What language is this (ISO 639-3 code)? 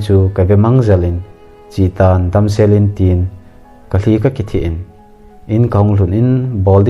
tcz